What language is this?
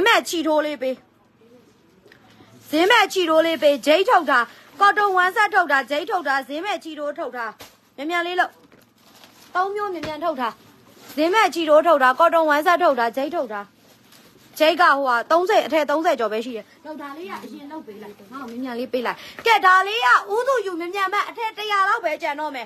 Burmese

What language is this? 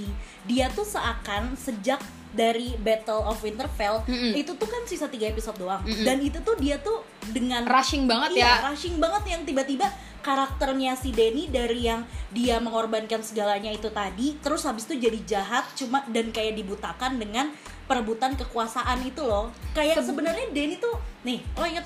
Indonesian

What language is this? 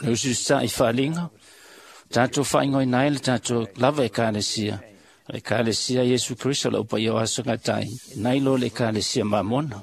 Samoan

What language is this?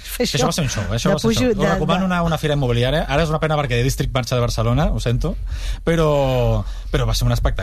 Catalan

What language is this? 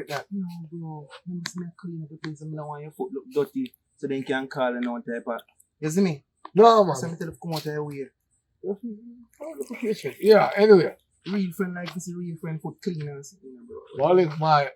Jamaican Creole English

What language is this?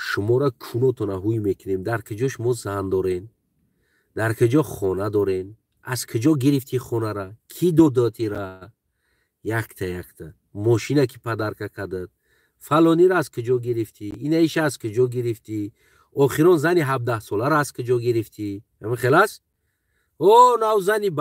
Tajik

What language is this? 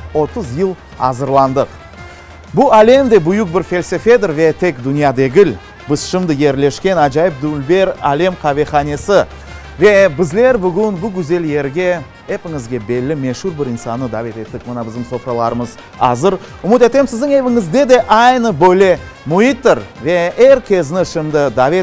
Crimean Tatar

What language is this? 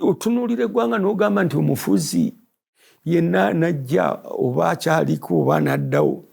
Ganda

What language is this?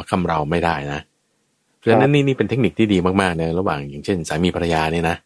Thai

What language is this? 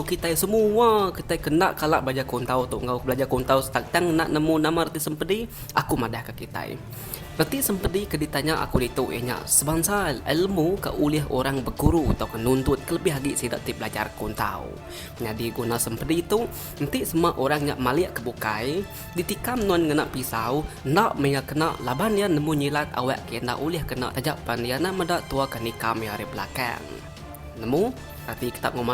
Iban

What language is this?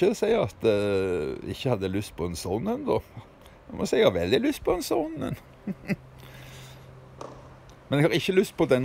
Norwegian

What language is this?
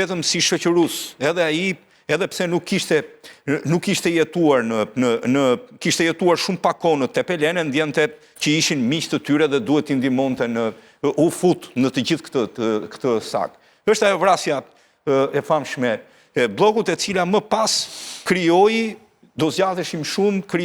Albanian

